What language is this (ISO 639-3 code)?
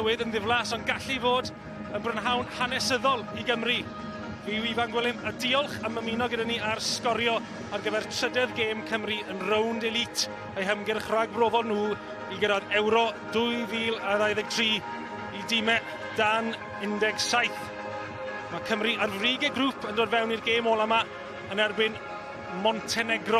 cym